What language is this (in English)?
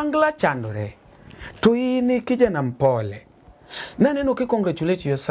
Luo (Kenya and Tanzania)